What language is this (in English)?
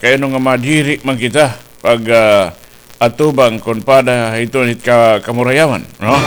Waray